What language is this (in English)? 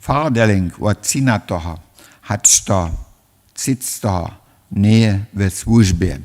Upper Sorbian